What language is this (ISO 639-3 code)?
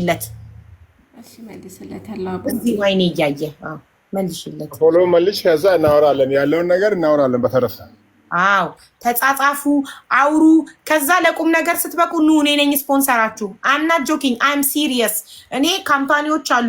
amh